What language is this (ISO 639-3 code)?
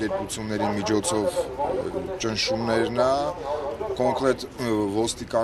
hye